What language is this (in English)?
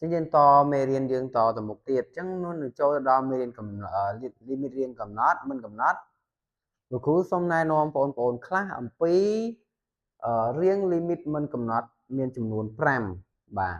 Khmer